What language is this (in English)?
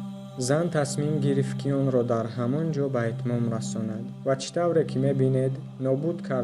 Tajik